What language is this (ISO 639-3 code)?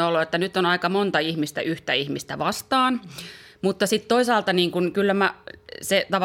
fin